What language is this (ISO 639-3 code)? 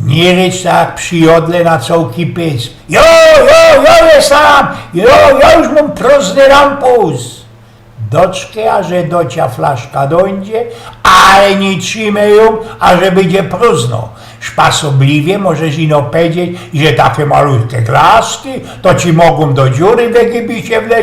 szl